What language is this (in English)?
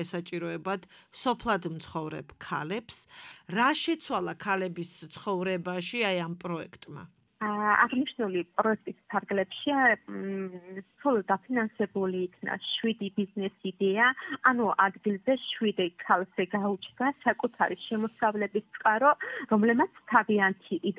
Georgian